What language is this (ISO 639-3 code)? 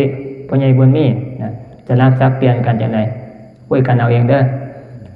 tts